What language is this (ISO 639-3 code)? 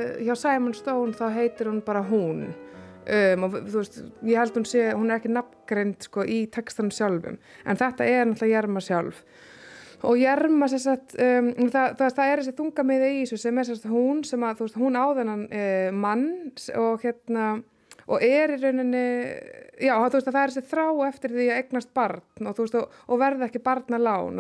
isl